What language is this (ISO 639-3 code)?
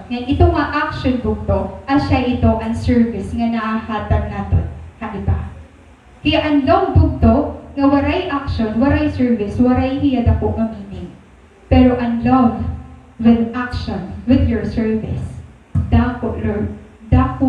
war